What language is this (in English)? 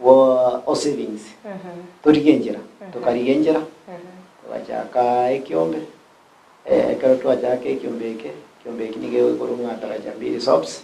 Gusii